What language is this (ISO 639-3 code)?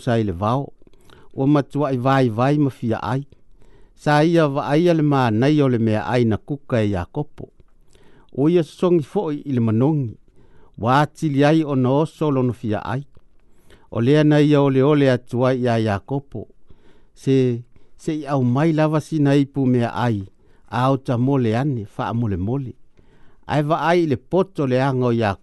smo